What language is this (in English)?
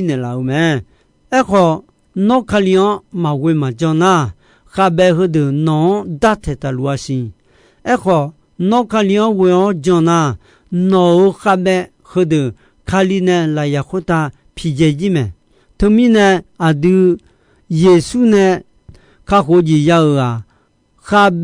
Akha